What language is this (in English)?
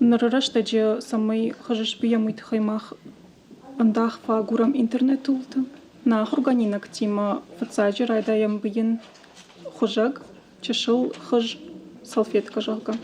Ossetic